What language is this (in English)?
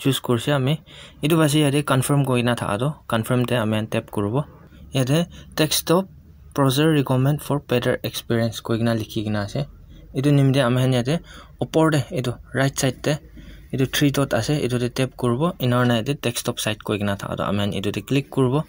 Naga Pidgin